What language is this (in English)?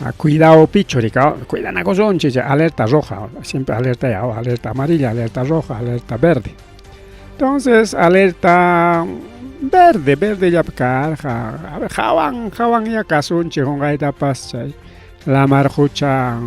Ayacucho Quechua